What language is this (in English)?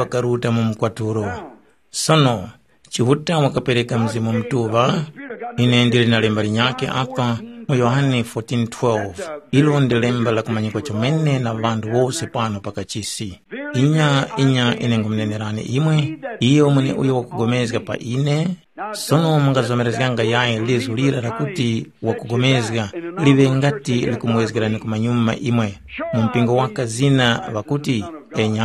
Tumbuka